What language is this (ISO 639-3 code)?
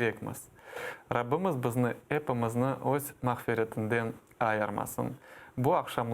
crh